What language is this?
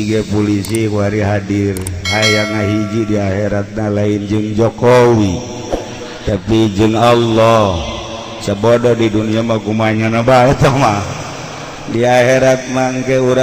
Sundanese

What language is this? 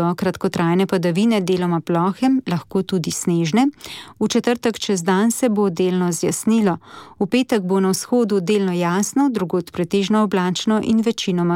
Slovenian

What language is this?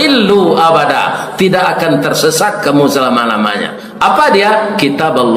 Minangkabau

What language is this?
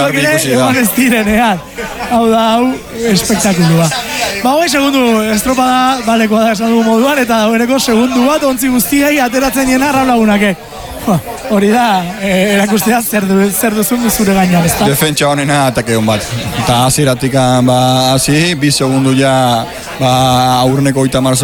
Basque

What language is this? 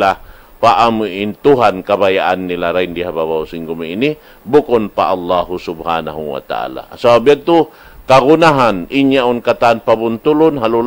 Tausug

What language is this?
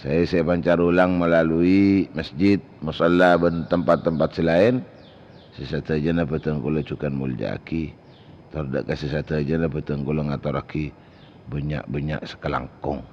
Madurese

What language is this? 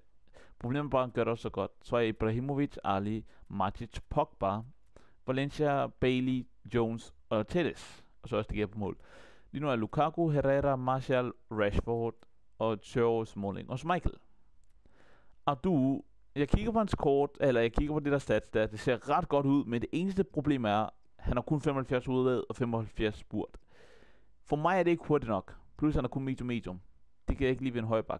Danish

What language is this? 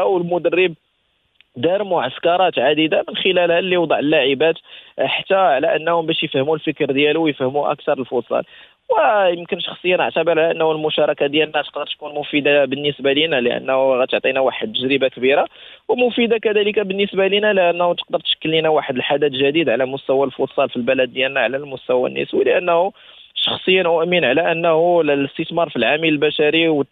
Moroccan Arabic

